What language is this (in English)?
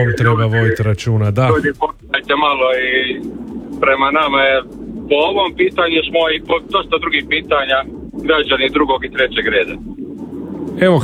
Croatian